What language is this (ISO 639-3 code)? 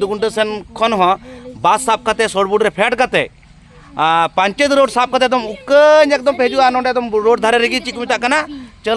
sat